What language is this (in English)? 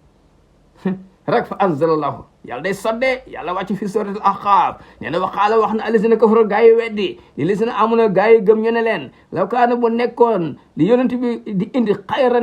Wolof